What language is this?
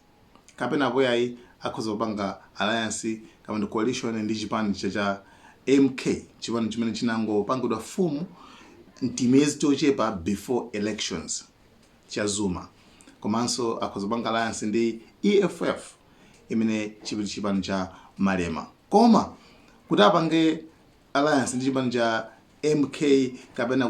Nyanja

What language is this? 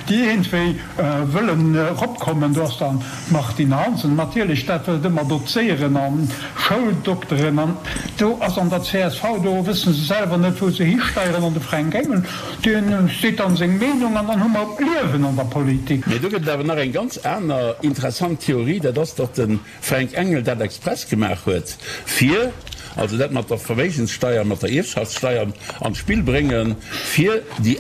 Luxembourgish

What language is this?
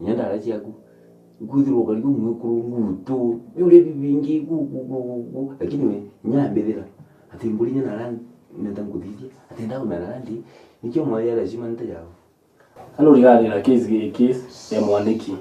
Meru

